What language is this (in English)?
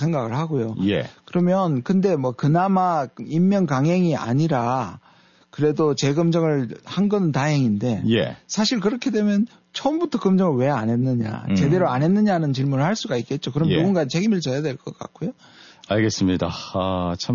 Korean